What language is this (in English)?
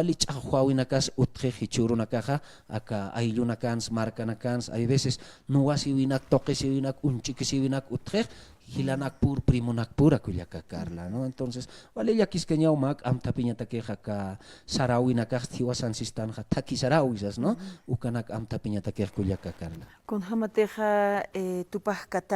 Aymara